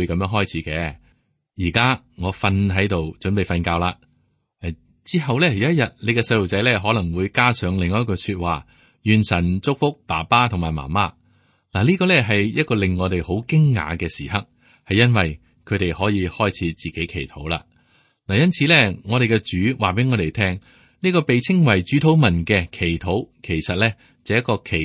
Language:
Cantonese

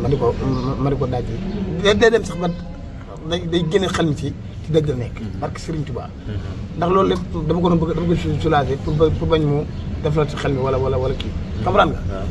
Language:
Wolof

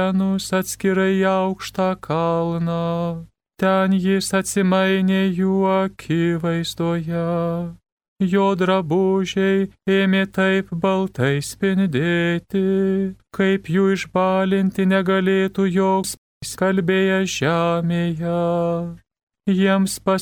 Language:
Lithuanian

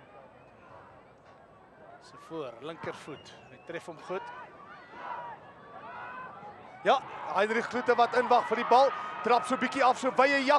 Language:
Afrikaans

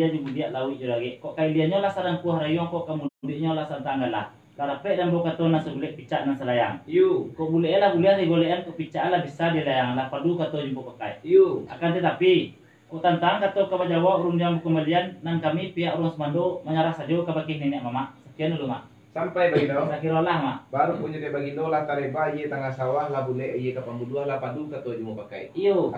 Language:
Minangkabau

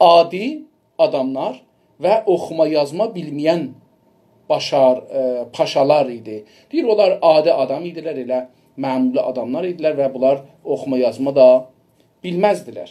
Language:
South Azerbaijani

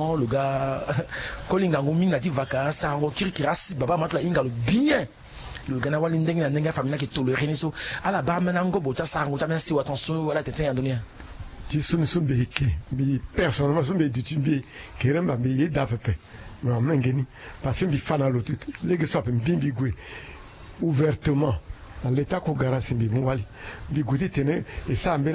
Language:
Sango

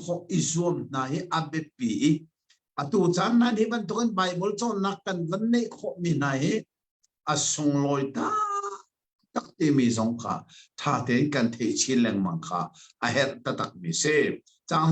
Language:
Hakha Chin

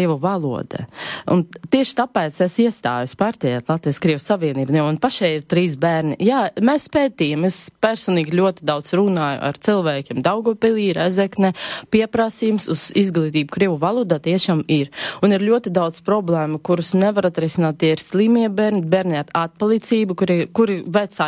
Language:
Latvian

